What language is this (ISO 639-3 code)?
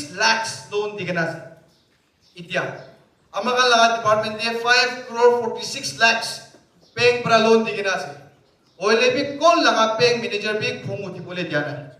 nag